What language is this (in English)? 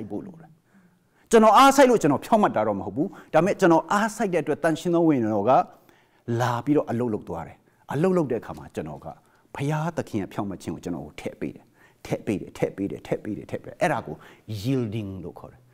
Burmese